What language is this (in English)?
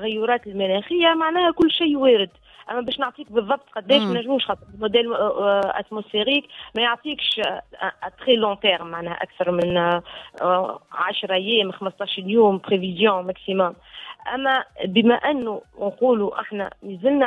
Tunisian Arabic